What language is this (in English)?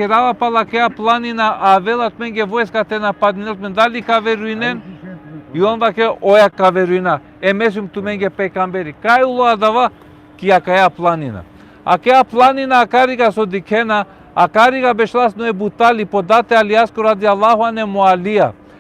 Balkan Romani